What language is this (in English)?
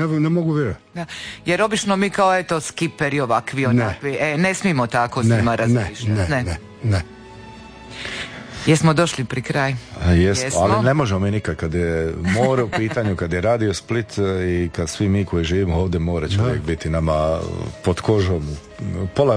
Croatian